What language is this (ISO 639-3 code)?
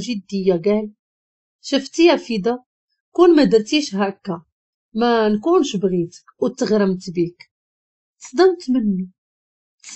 ary